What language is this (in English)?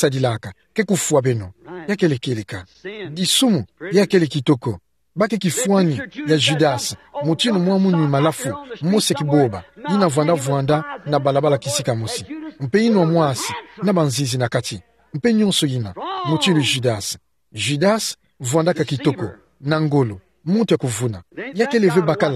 Kituba (Democratic Republic of Congo)